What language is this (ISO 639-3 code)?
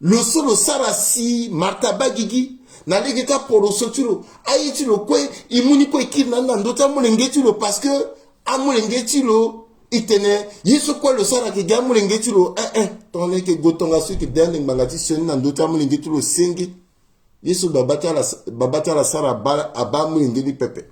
sag